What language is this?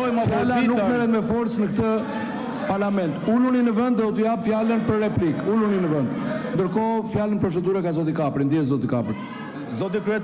Albanian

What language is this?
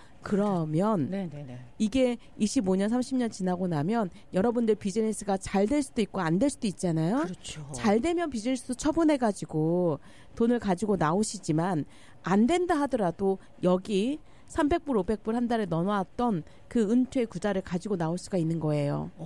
Korean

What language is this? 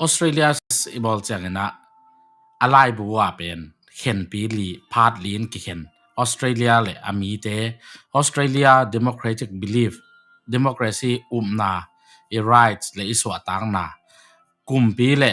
Tedim Chin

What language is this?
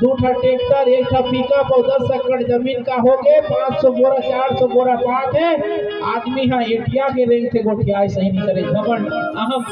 Chhattisgarhi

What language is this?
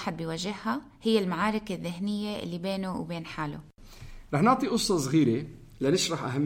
North Levantine Arabic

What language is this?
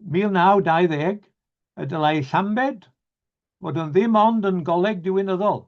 Welsh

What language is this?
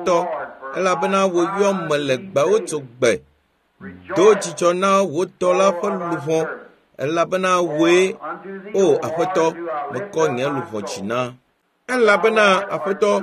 Ewe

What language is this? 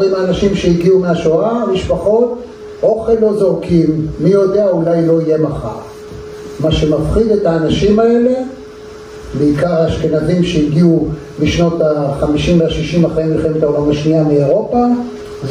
Hebrew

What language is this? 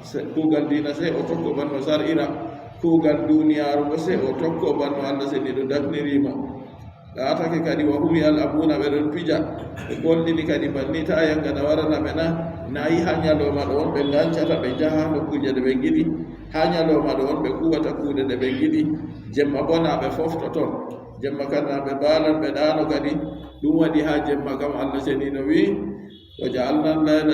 Adamawa Fulfulde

